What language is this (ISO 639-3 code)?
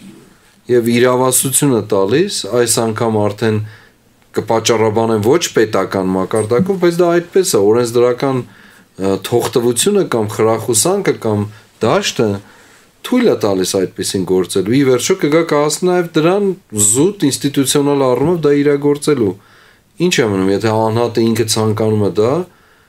hye